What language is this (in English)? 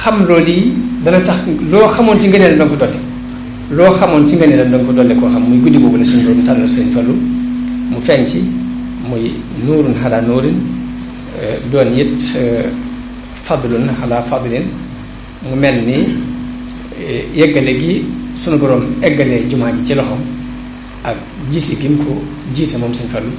Wolof